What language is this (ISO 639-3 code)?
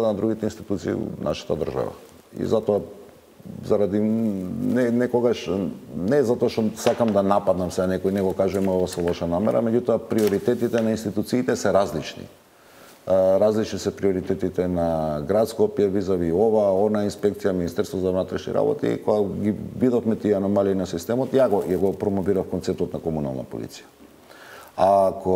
mkd